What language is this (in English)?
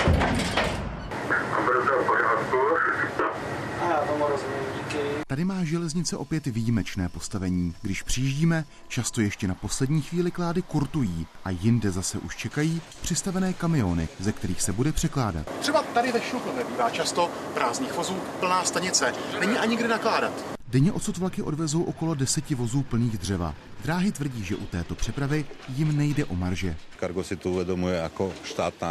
Czech